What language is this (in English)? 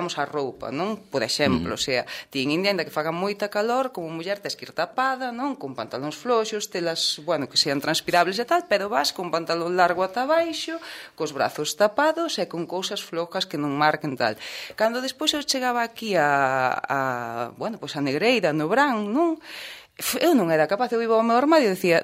Galician